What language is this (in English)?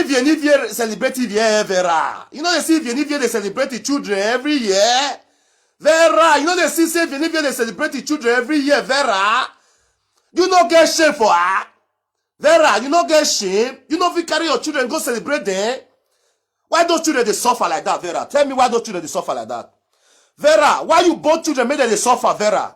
Nigerian Pidgin